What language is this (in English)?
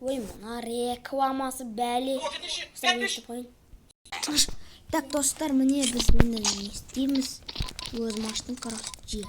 Kazakh